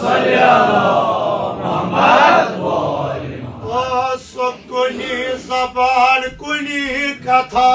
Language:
Kashmiri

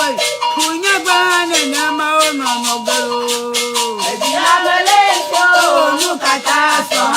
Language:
Ewe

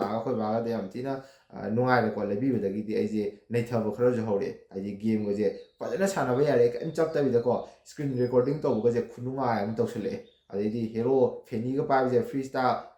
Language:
Manipuri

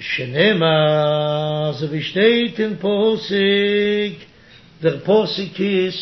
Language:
Yiddish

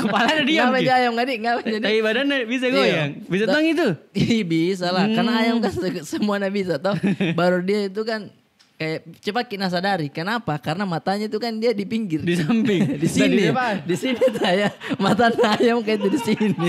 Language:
Makassar Malay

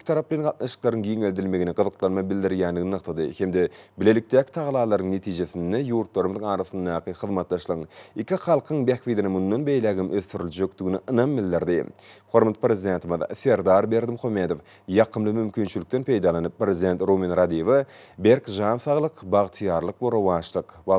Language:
Turkmen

